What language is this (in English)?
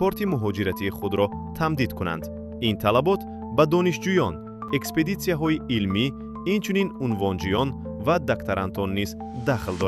Tajik